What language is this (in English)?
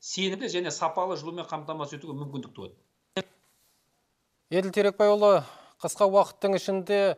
Kazakh